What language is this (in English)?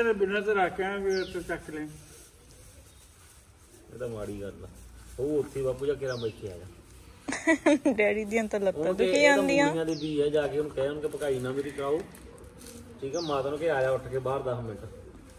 Punjabi